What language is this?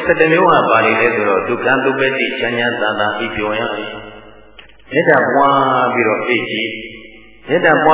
Burmese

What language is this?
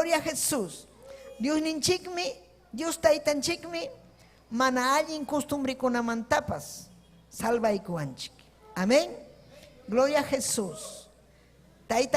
Ayacucho Quechua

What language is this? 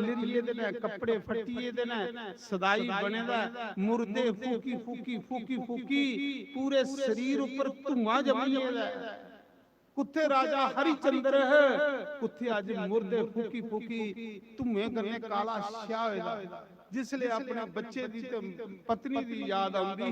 Dogri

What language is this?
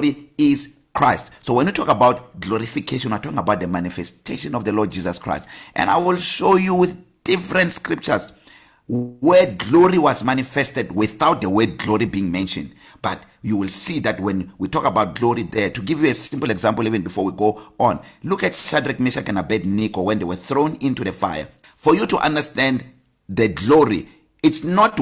English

